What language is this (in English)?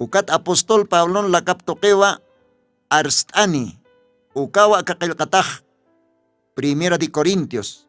Aymara